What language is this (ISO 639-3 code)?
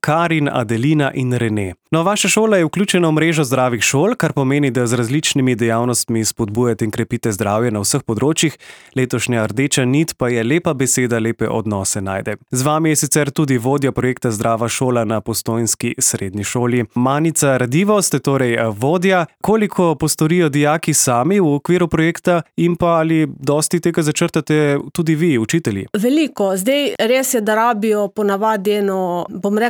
slv